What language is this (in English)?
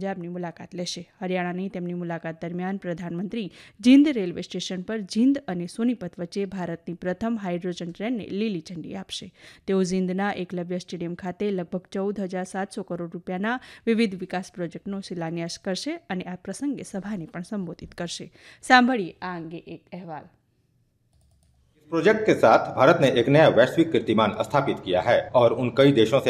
Gujarati